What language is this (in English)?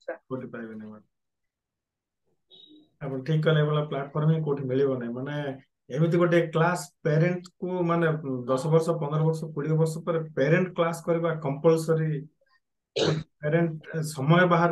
Odia